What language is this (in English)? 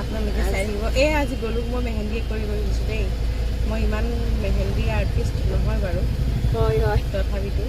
Assamese